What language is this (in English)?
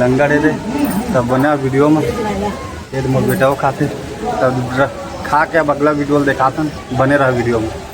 Chhattisgarhi